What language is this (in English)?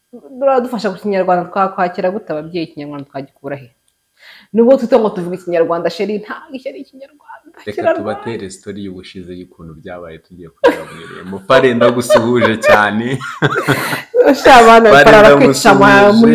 Kinyarwanda